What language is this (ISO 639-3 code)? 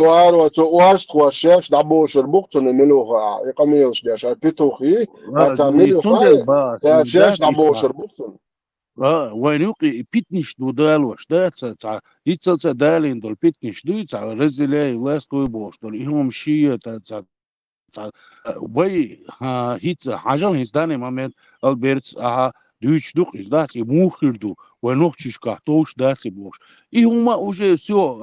che